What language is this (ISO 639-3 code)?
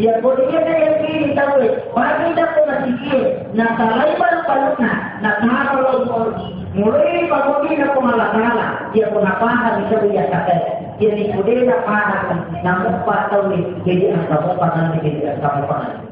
bug